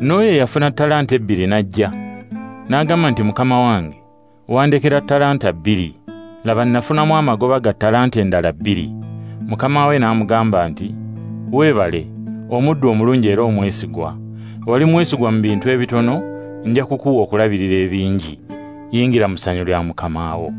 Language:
Ganda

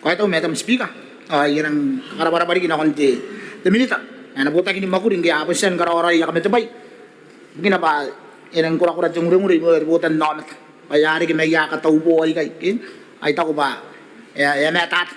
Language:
Gilbertese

